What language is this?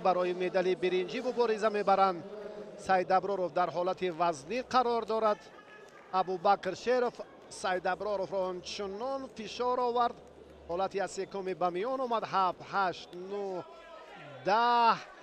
Tajik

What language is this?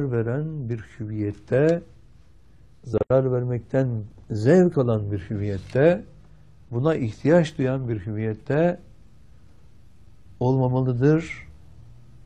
Turkish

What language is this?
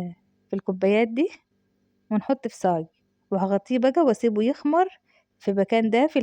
Egyptian Arabic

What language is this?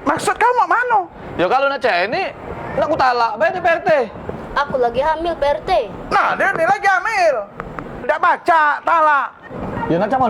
Musi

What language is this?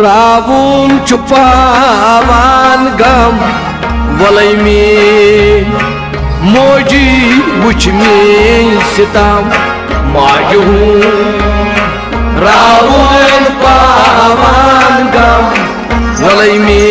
Kashmiri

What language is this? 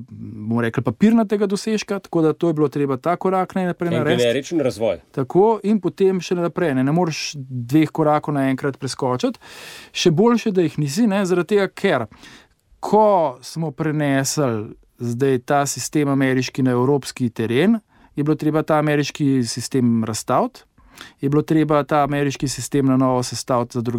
Slovenian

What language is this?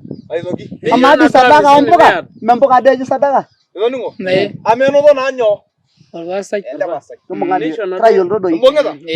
Masai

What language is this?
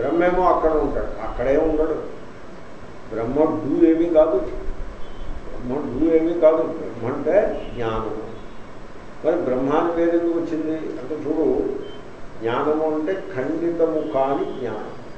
Telugu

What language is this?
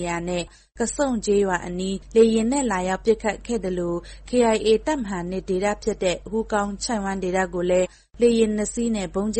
Burmese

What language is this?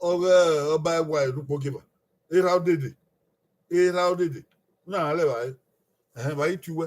Bini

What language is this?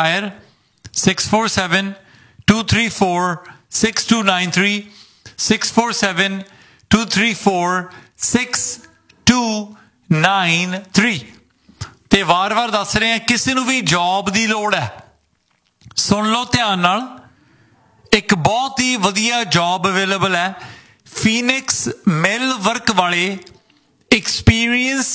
Punjabi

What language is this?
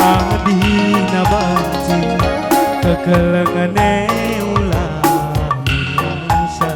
Batak Karo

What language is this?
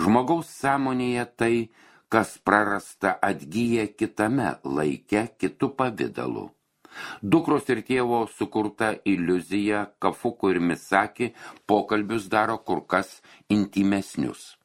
Lithuanian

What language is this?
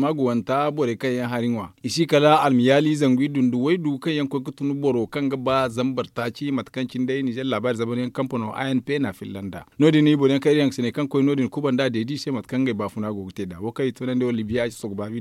Zarma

